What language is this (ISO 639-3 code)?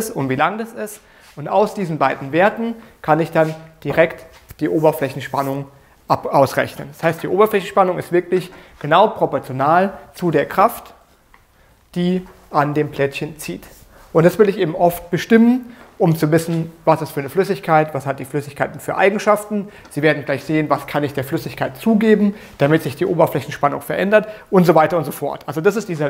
deu